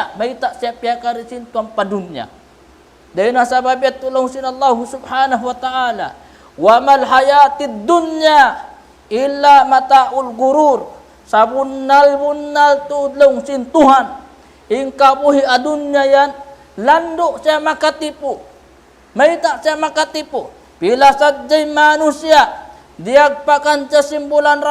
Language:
Tausug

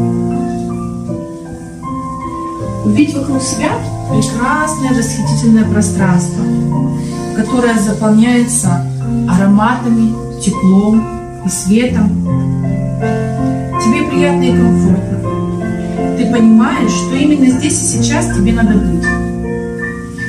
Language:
Russian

